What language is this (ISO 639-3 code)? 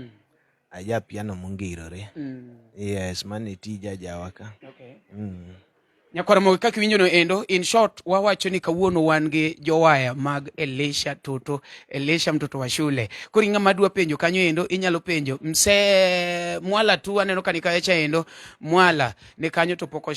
luo